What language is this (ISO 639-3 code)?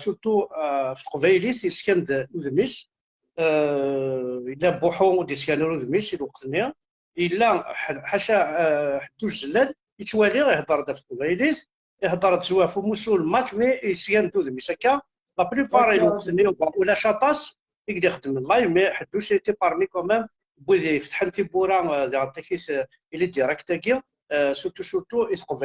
kab